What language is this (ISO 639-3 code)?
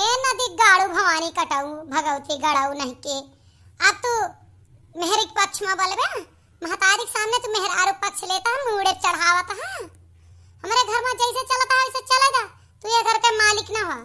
awa